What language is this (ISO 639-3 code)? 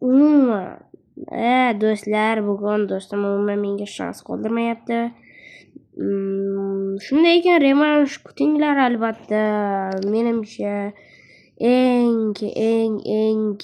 uzb